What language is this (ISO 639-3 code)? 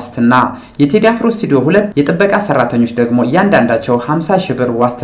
amh